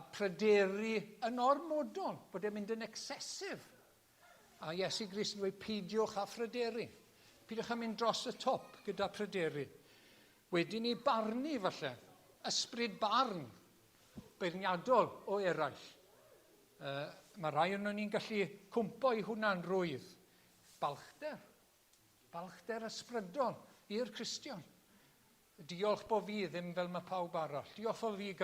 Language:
Welsh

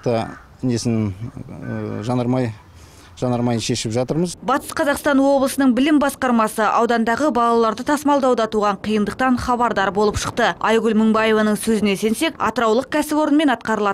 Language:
Kazakh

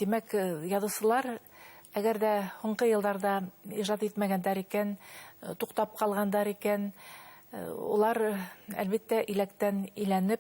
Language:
Bashkir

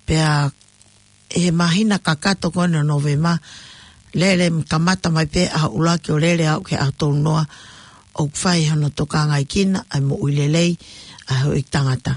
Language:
Tongan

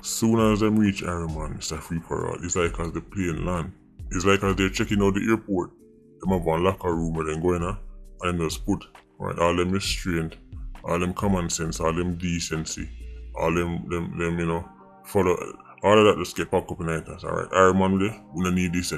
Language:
Jamaican Creole English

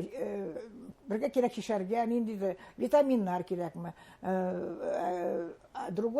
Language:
Bashkir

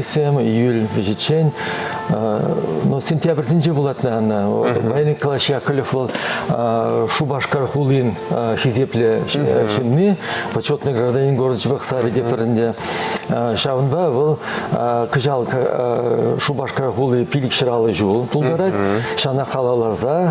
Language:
Chuvash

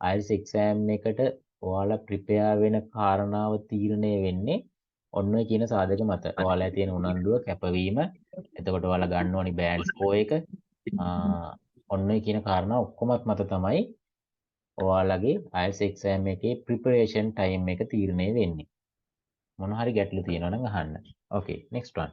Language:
Sinhala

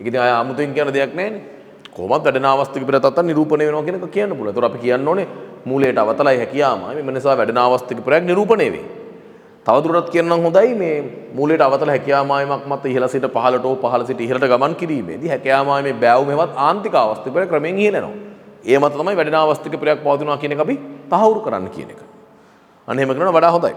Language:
Sinhala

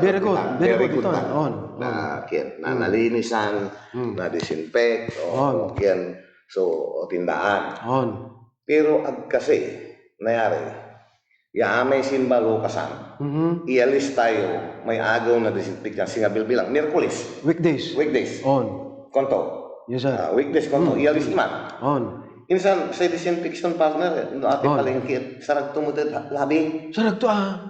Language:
Pangasinan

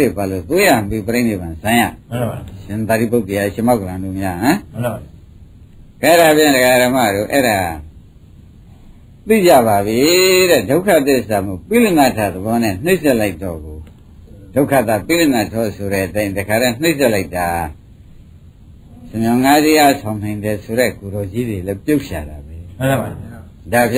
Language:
Burmese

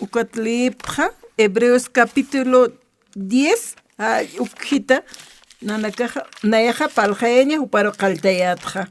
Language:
Aymara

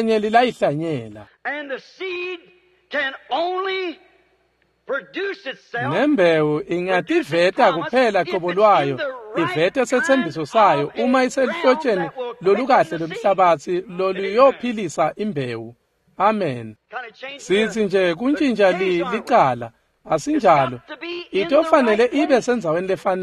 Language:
Swati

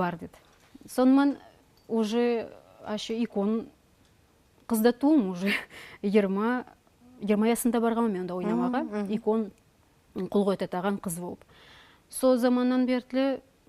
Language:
Nogai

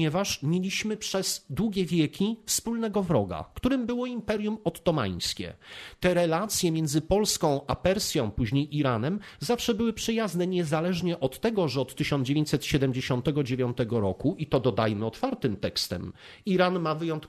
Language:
Polish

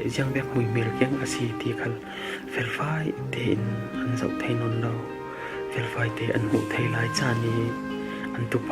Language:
Falam Chin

